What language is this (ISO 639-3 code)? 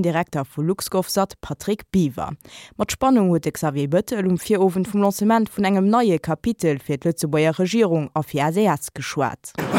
ltz